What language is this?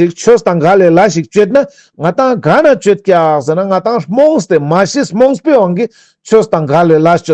Ladakhi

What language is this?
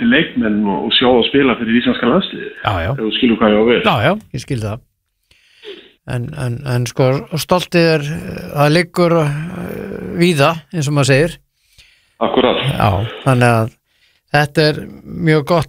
Icelandic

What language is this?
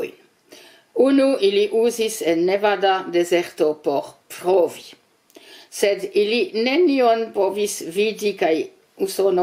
Esperanto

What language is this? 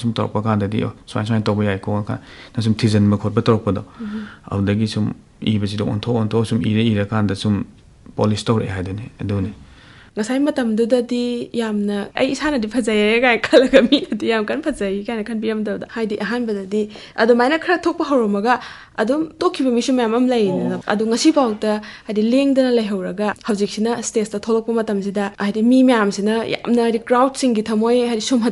Manipuri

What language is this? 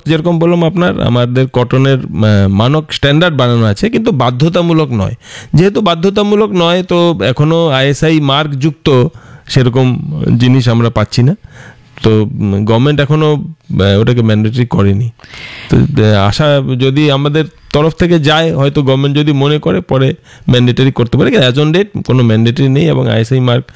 Bangla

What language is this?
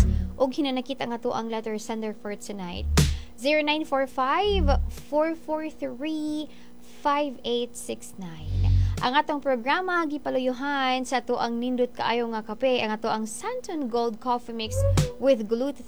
Cebuano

